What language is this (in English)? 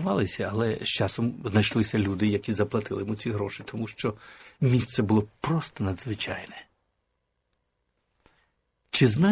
Ukrainian